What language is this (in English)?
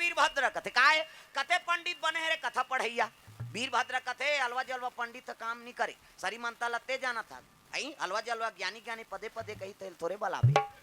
Chhattisgarhi